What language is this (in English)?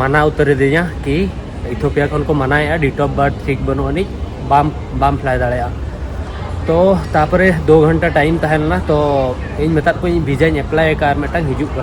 Santali